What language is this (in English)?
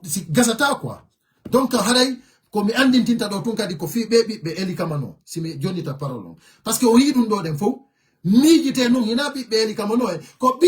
Fula